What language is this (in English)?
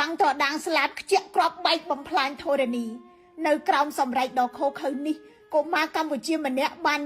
Khmer